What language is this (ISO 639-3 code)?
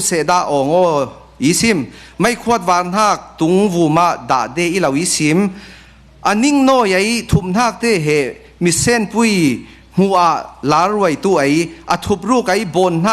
cfm